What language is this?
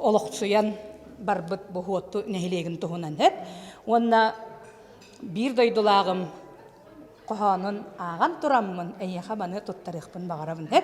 Yakut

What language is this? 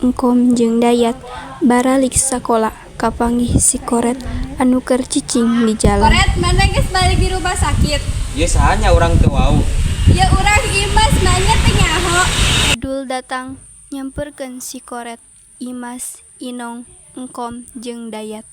Sundanese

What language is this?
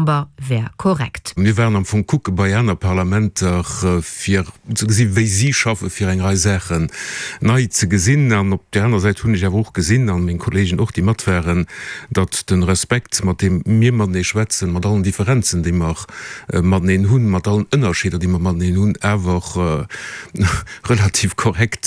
Luxembourgish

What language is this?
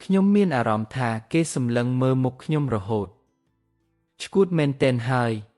Khmer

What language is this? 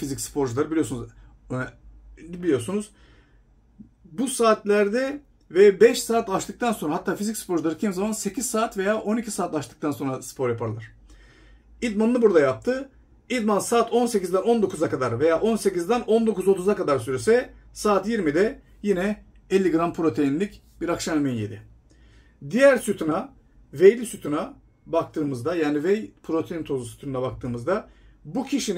Turkish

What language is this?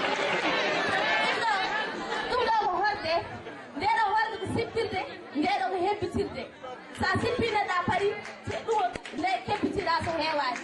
Fula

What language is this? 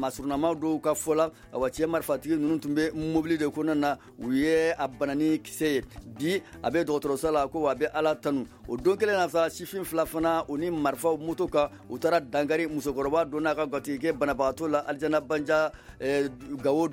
Bambara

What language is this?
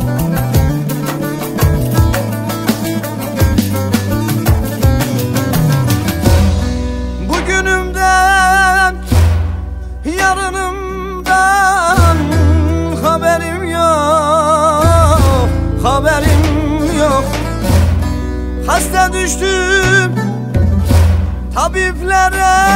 Turkish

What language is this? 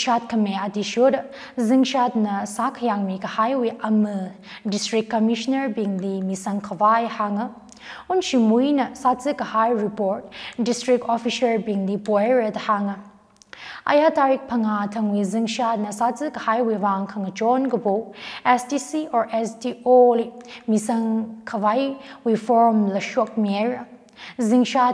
Tangkhul Naga (India)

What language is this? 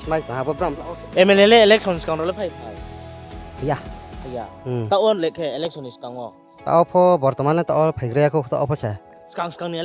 Riang (India)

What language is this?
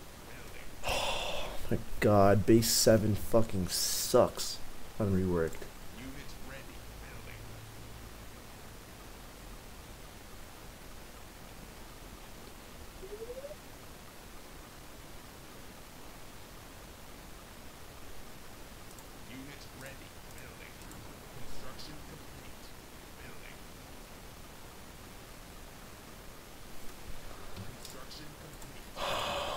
English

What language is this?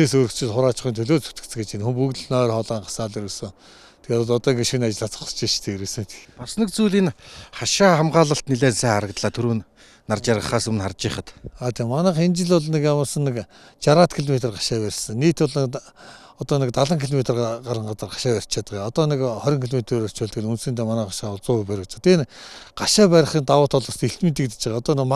Mongolian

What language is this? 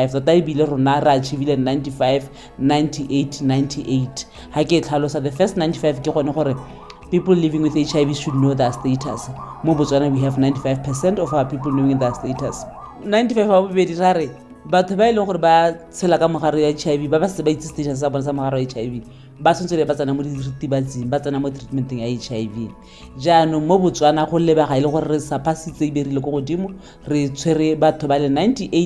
Tswana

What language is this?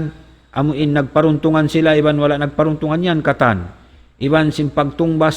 Tausug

